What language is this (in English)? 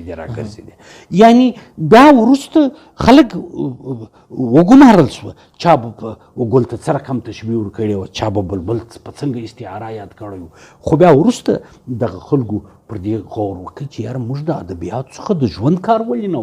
Pashto